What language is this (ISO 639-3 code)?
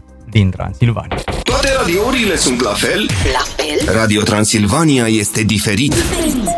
ron